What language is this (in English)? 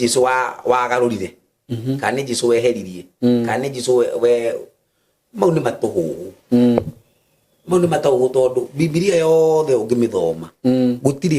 Kikuyu